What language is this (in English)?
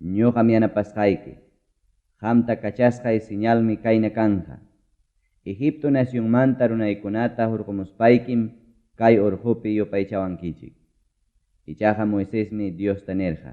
Ayacucho Quechua